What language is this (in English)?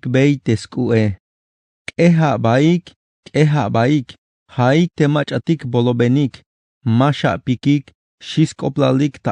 Tzeltal